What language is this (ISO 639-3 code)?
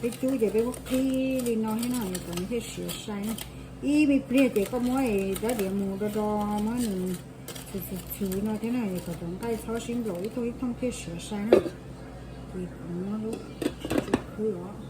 hmn